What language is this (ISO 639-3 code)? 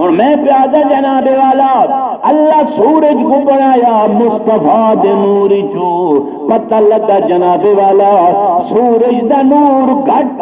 skr